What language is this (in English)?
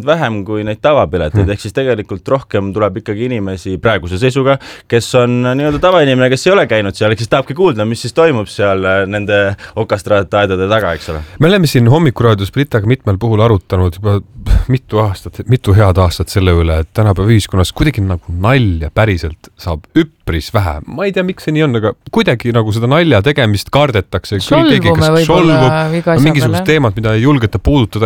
Estonian